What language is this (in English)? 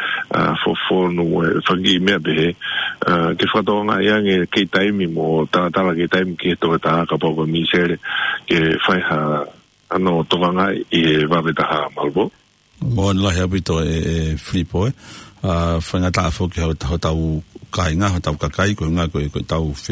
Tongan